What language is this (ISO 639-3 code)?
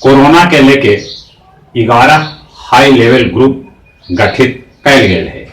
mag